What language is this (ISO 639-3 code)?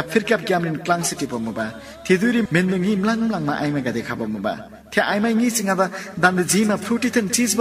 taj